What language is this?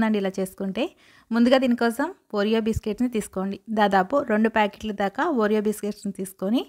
Telugu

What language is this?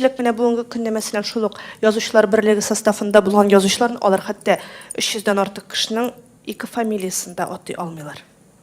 Tatar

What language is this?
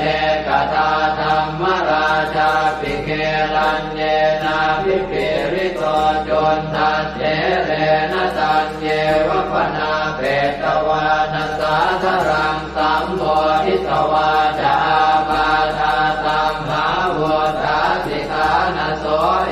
Pali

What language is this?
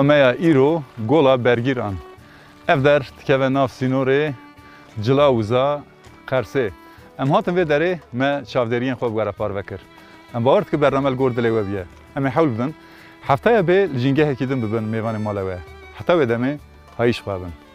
Kurdish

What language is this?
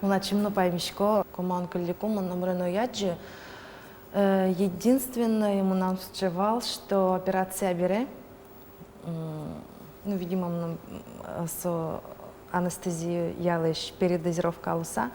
Udmurt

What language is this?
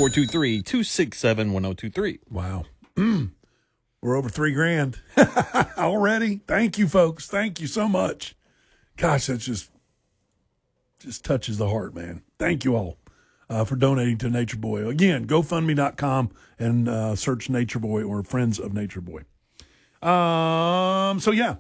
English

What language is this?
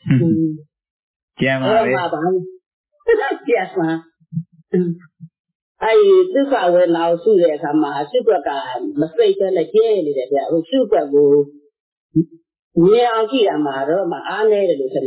Burmese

